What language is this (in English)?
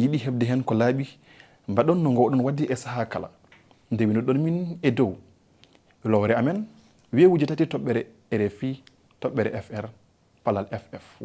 Fula